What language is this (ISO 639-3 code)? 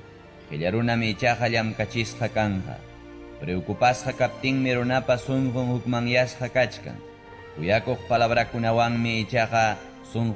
quy